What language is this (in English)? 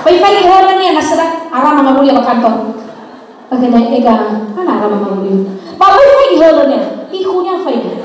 Nias